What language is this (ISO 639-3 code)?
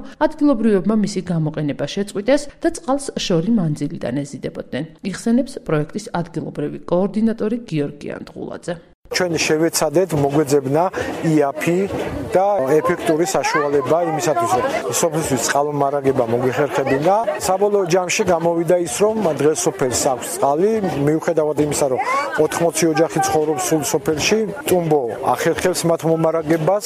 kat